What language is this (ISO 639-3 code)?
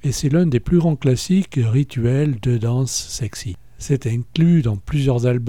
fra